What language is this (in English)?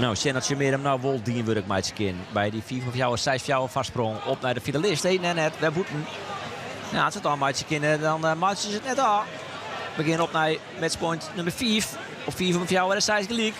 Western Frisian